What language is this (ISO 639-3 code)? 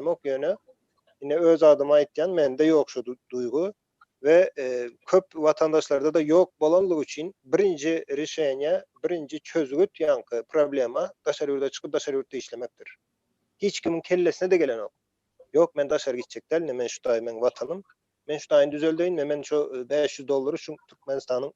tuk